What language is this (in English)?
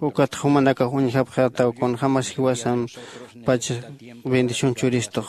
Aymara